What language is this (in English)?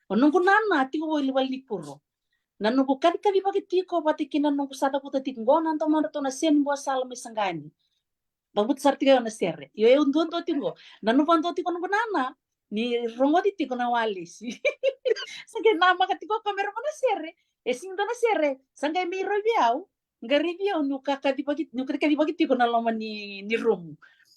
Fijian